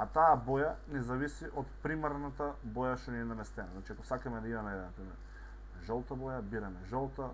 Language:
Macedonian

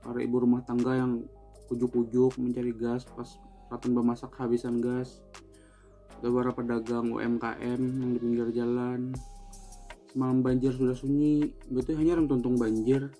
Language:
Banjar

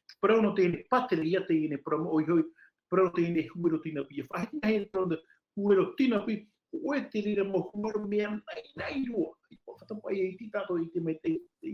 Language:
Tahitian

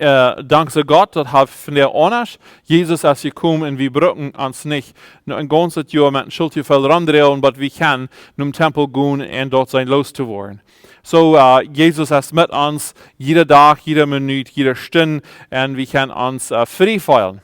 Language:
Plautdietsch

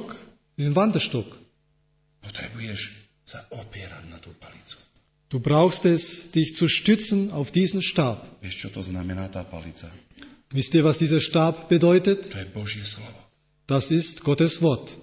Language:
Slovak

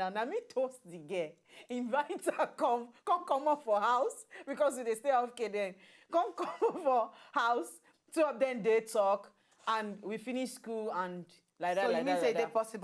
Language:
Nigerian Pidgin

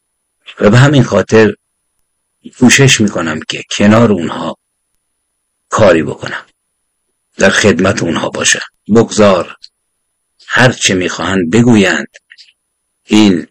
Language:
Persian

